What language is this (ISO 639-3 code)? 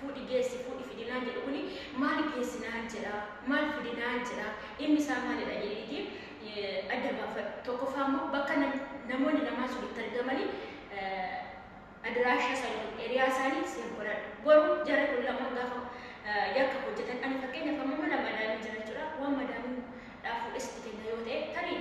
orm